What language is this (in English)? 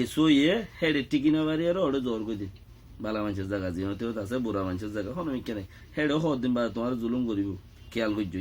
Rohingya